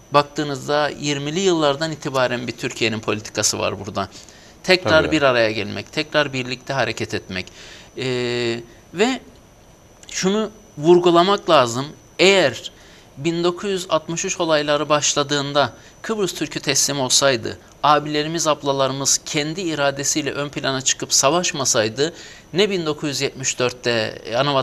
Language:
Turkish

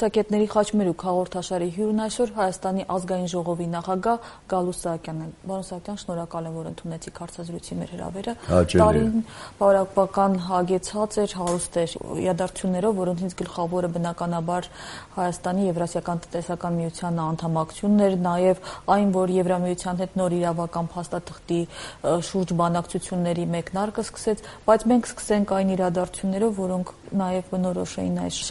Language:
Armenian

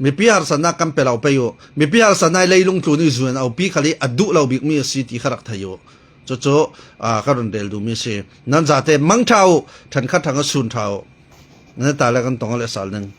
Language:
Falam Chin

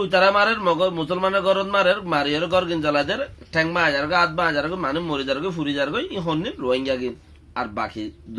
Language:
Rohingya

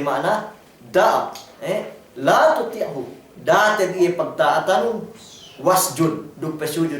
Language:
Yakan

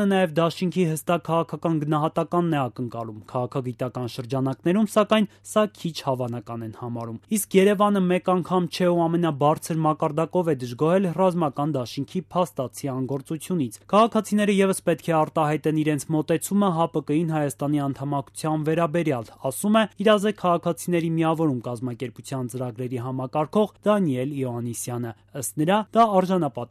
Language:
Armenian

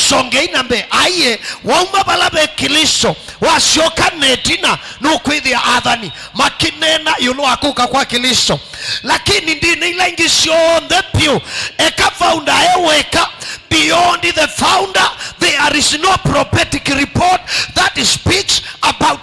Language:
Kamba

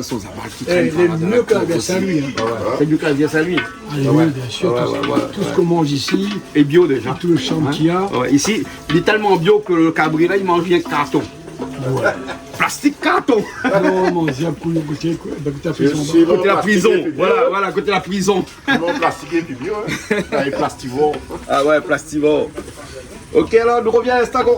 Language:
Réunion Creole French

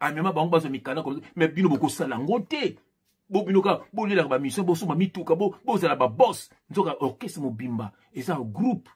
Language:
Lingala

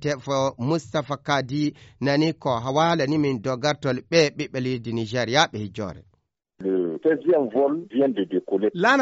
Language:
Fula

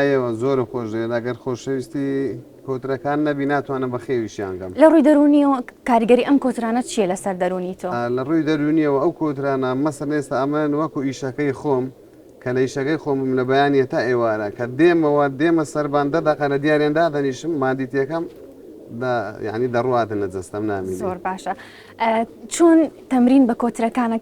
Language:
Central Kurdish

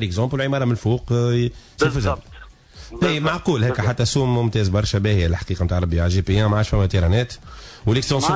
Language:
Tunisian Arabic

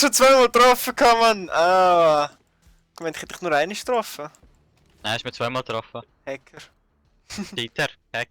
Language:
Swiss German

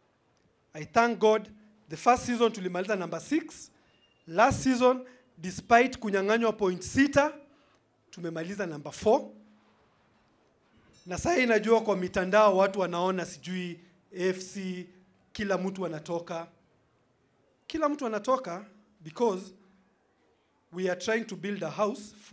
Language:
Swahili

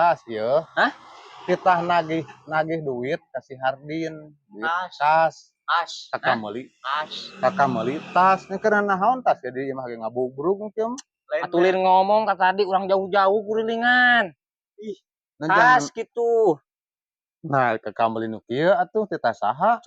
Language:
Sundanese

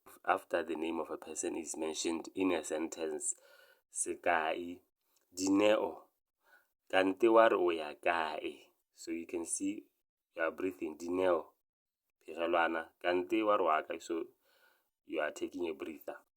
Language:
Tswana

